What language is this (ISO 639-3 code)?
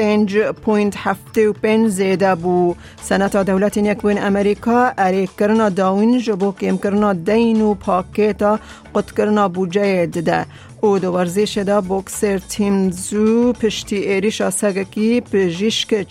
kur